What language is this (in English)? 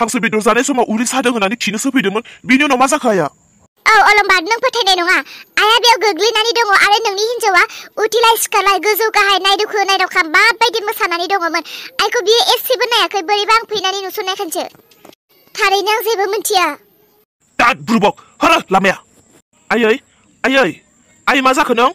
Bodo